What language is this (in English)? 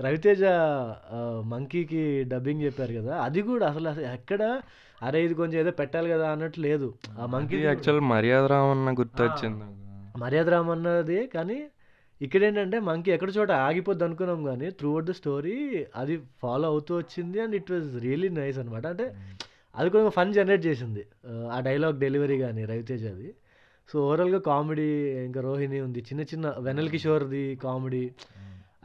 Telugu